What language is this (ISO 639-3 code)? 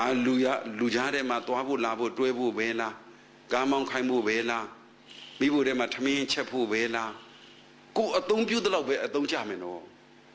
mya